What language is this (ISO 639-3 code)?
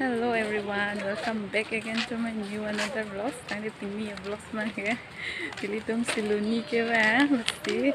mjw